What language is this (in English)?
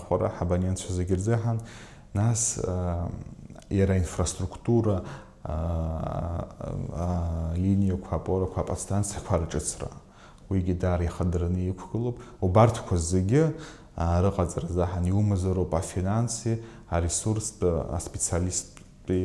Abkhazian